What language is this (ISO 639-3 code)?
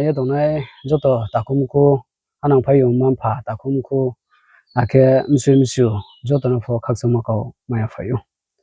ria